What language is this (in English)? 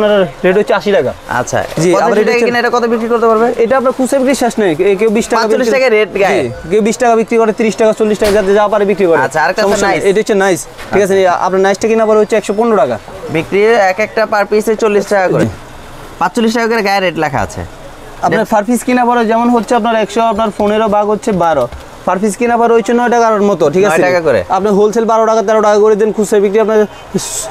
Bangla